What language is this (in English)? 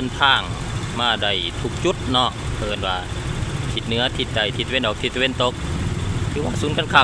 Lao